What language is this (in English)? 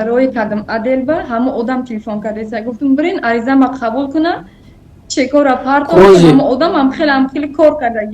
Tajik